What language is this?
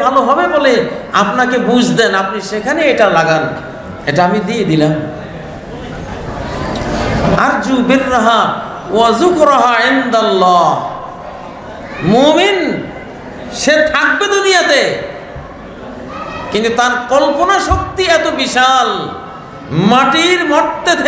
Bangla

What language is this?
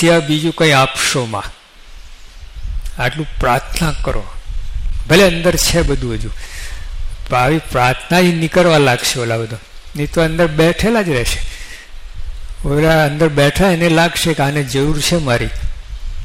Gujarati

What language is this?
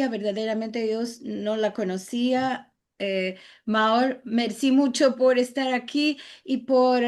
Ladino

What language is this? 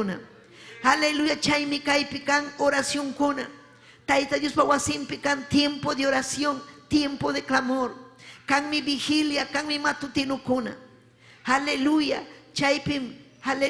Ayacucho Quechua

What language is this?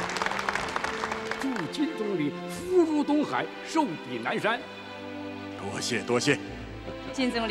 Chinese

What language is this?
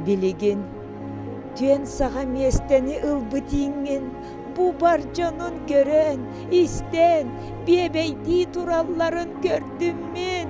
Yakut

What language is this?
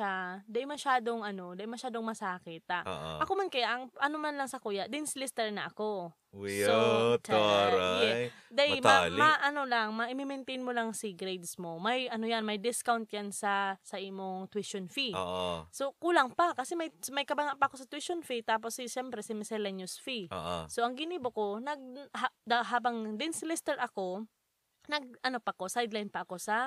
Bikol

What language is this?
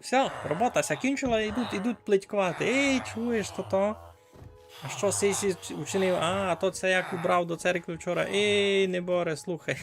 Rusyn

